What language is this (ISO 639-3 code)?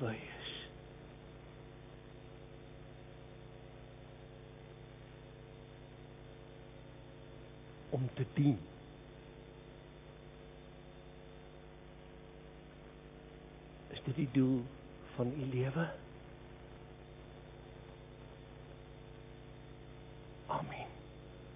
afr